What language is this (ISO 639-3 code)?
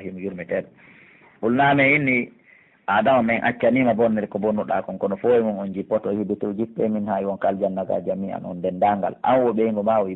fuf